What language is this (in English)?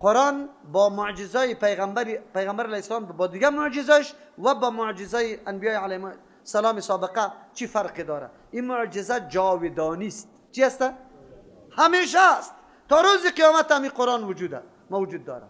Persian